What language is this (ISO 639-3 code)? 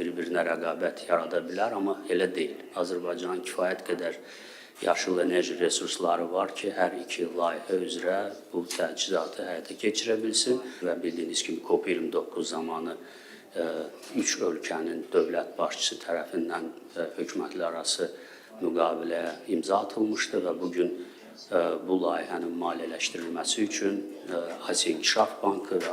aze